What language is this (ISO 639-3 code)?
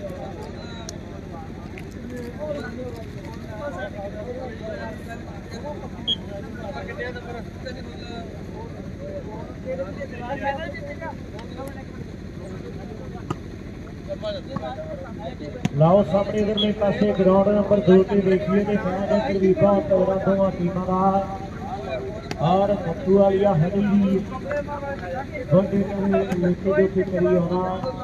pan